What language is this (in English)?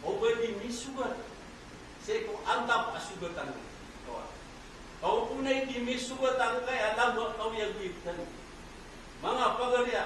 Maranao